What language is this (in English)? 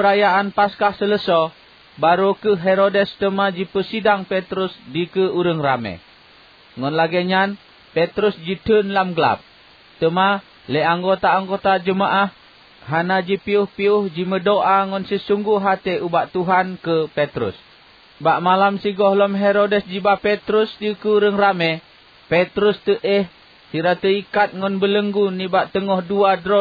Achinese